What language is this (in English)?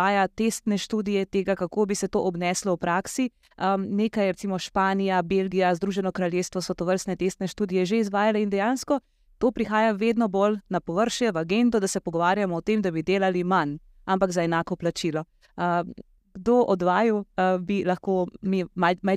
Slovenian